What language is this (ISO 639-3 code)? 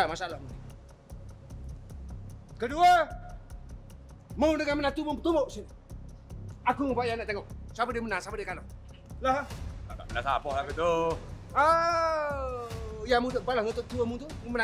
msa